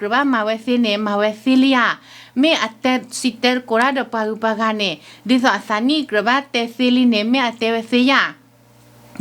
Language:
S'gaw Karen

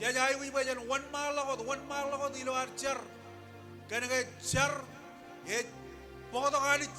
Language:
Marshallese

